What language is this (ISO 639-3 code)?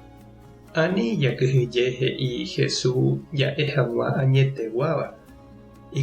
grn